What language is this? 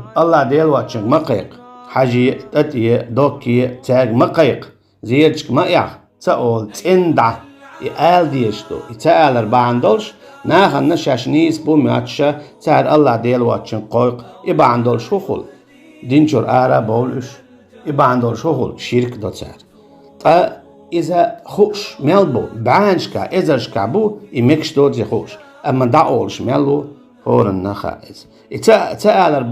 Chechen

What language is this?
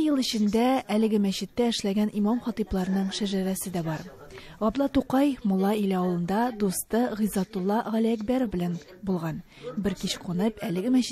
Tatar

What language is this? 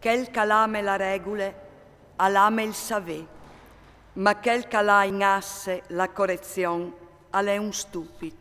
Friulian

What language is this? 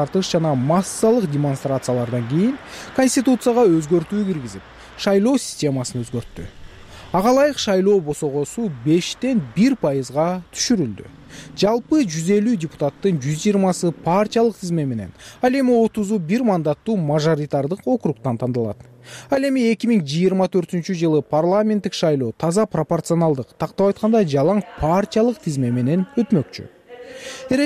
Kyrgyz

